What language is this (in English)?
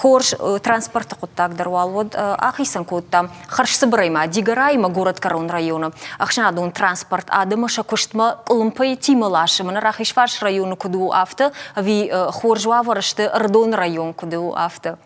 Ossetic